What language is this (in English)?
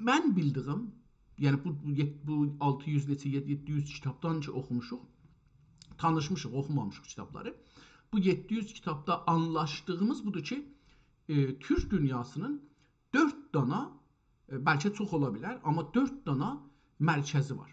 South Azerbaijani